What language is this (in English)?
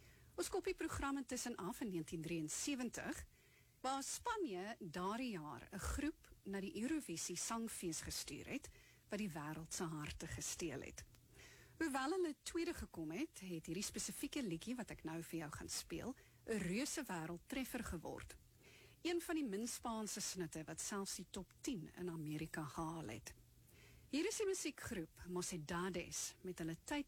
Afrikaans